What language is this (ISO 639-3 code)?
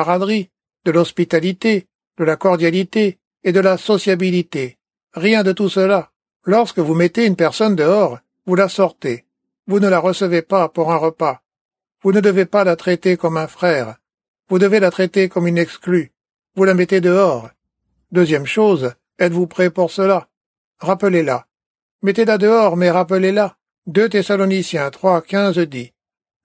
fra